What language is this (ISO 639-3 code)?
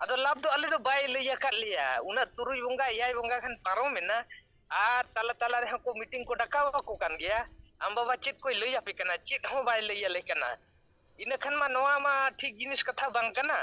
sat